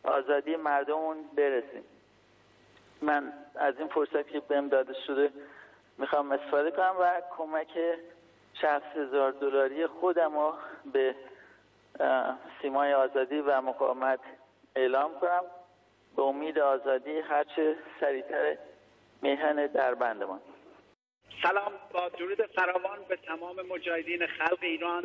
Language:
Persian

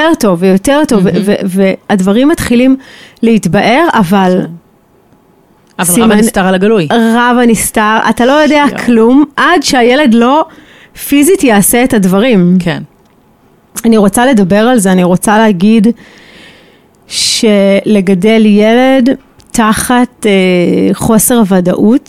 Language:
Hebrew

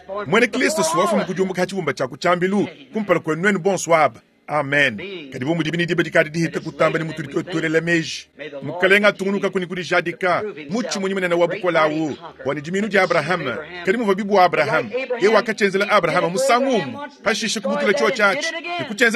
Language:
Luba-Lulua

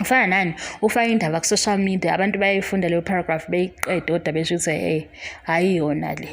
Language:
Zulu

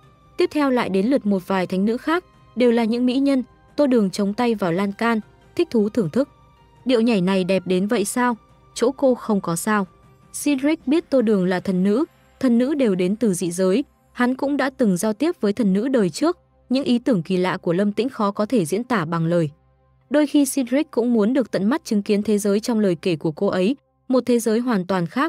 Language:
Vietnamese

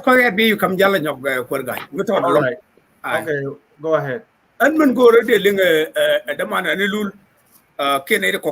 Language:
Nuer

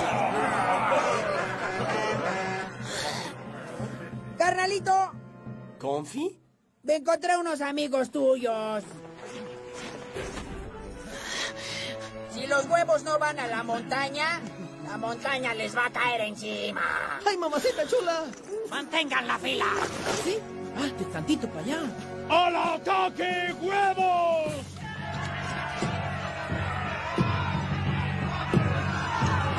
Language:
Spanish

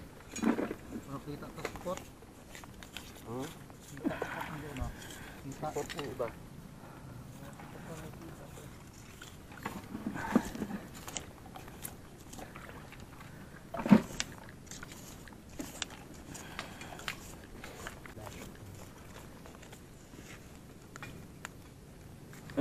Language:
Filipino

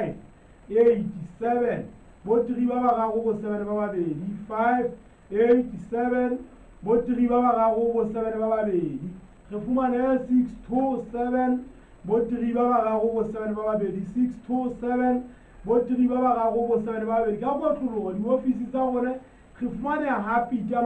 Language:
Southern Sotho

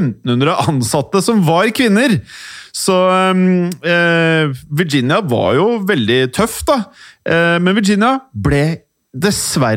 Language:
Norwegian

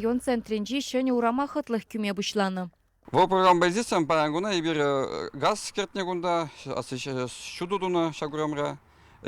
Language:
Chuvash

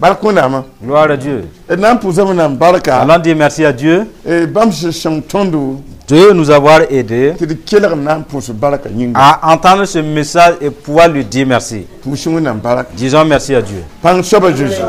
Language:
Mossi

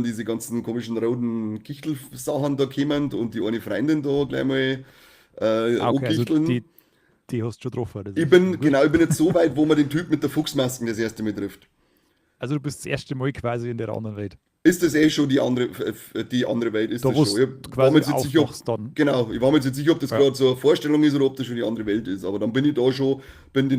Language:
Bavarian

